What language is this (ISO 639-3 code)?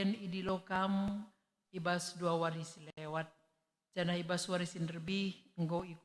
btx